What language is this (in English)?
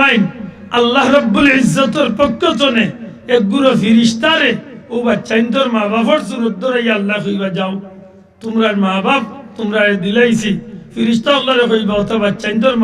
Sylheti